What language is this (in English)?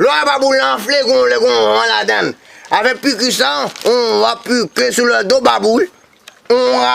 Haitian Creole